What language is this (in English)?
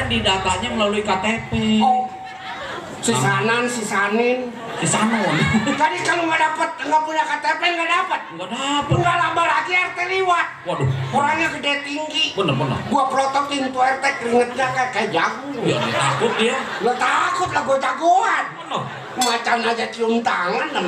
Betawi